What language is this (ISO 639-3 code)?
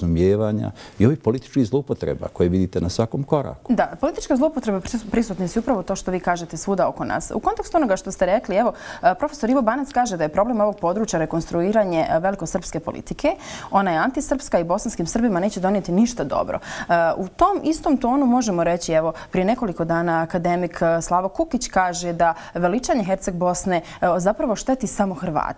bos